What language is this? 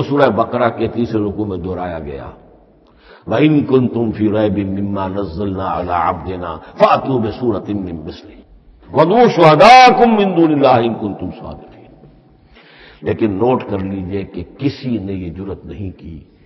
Urdu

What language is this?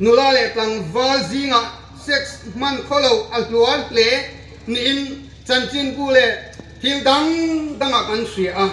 Hmar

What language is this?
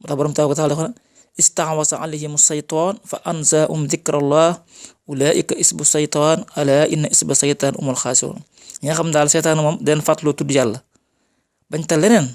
Wolof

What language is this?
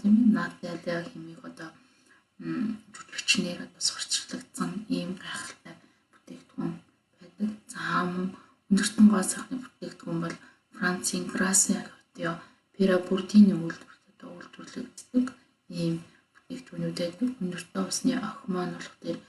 Mongolian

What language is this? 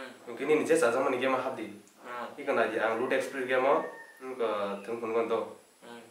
Kok Borok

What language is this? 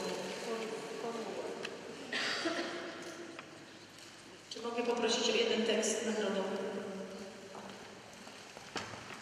Polish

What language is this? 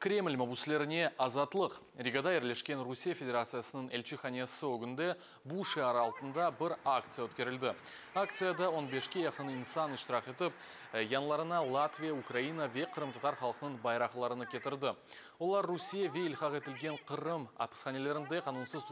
Crimean Tatar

